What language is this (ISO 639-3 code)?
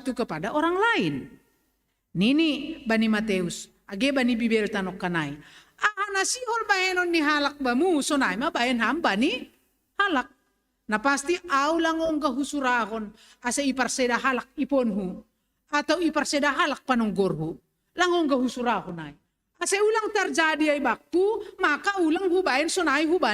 bts